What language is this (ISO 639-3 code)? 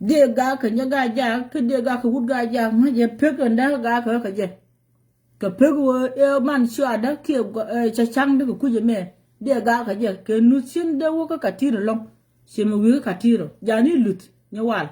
nus